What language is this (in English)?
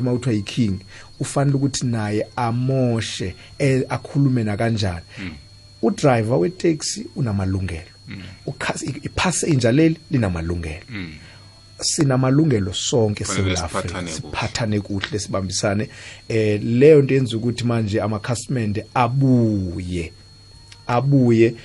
South Ndebele